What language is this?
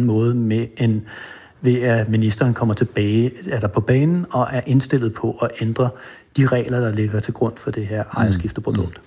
Danish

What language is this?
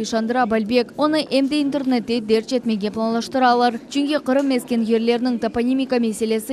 Crimean Tatar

